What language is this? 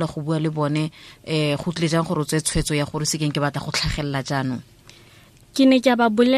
Tswana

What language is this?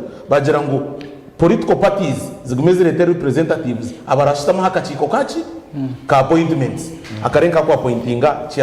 Nyankole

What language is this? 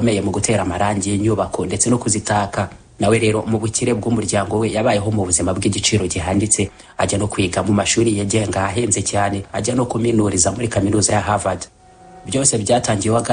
Kinyarwanda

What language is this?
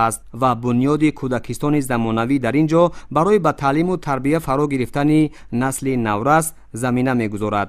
Tajik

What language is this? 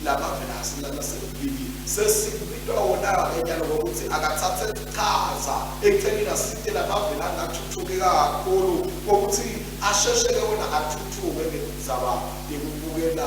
Swati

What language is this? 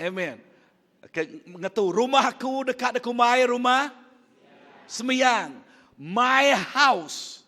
Iban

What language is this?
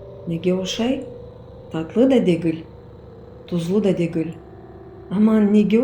Crimean Tatar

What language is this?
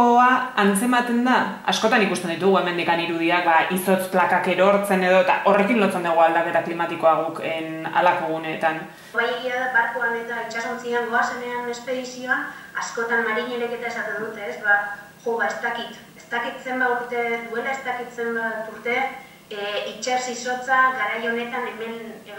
Basque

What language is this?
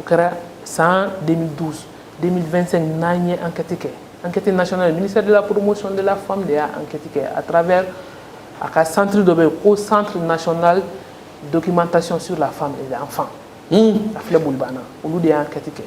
Bambara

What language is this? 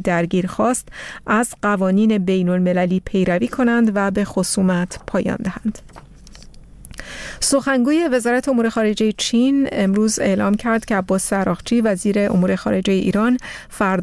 Persian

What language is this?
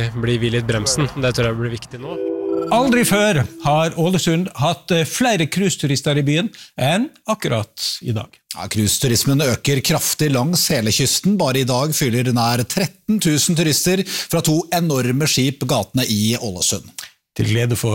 Norwegian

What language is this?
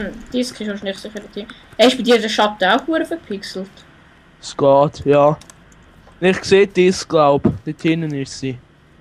Swiss German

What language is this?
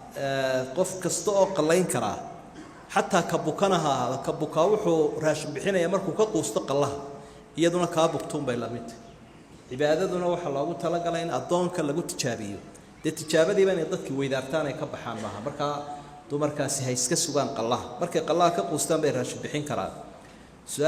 Somali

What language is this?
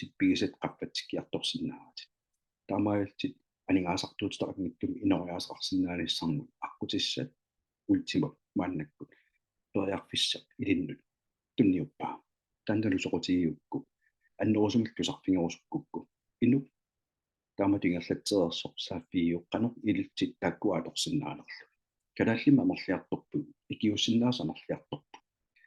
Kalaallisut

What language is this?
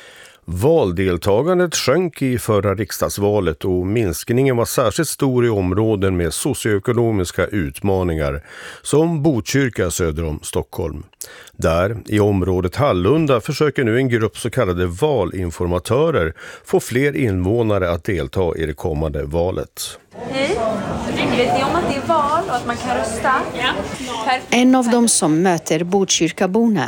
Swedish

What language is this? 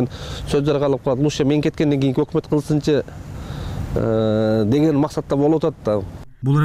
Kyrgyz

